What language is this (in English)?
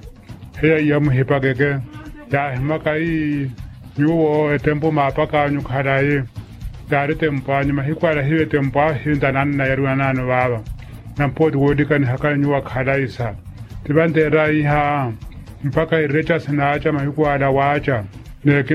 Makhuwa